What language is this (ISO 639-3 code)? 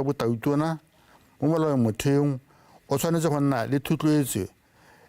tsn